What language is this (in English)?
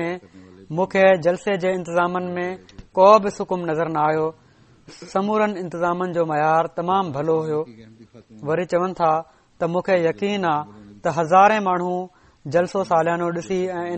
Sindhi